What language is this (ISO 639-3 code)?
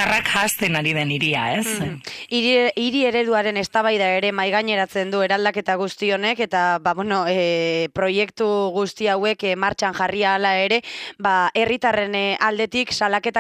eus